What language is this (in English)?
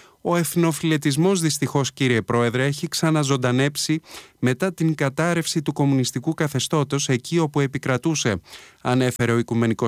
Greek